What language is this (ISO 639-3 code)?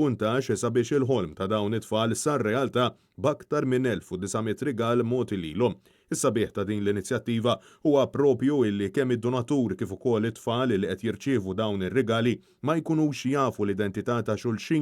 mlt